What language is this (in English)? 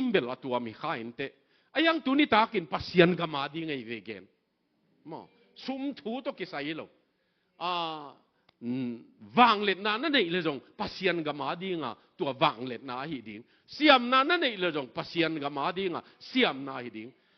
Tedim Chin